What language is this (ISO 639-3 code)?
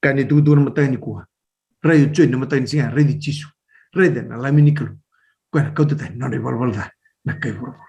fij